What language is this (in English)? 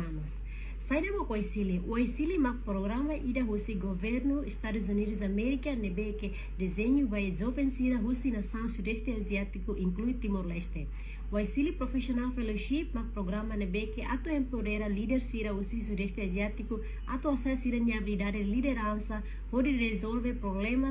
Tetum